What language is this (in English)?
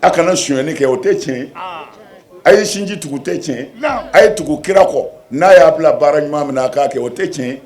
Bambara